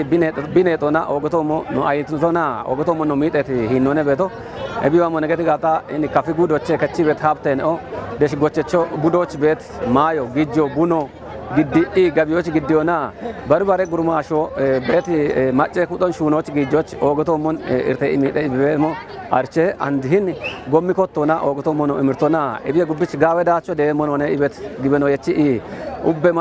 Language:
Kafa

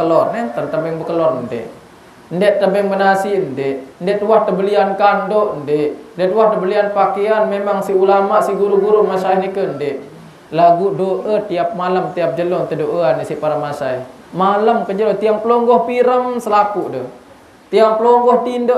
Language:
Sasak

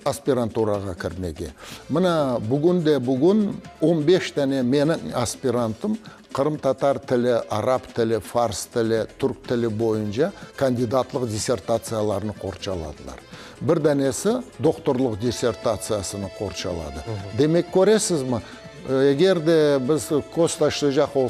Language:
Crimean Tatar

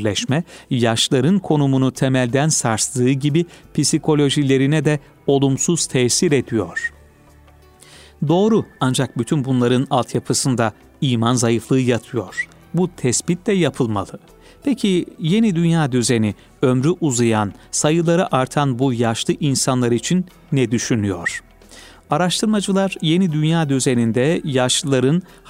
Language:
Turkish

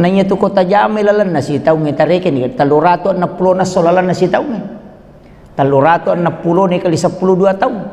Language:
Buginese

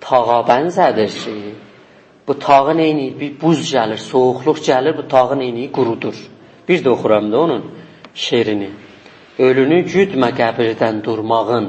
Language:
South Azerbaijani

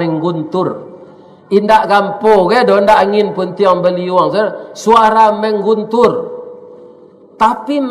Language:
Minangkabau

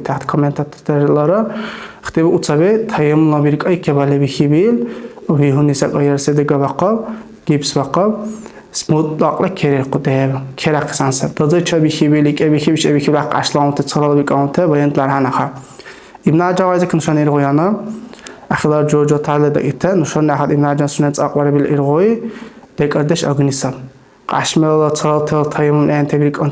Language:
Dargwa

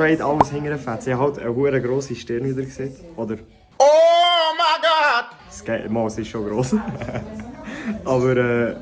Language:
Swiss German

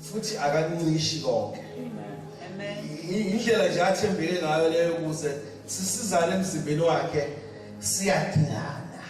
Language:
Zulu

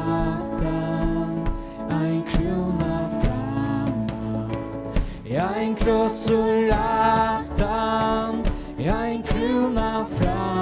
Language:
Faroese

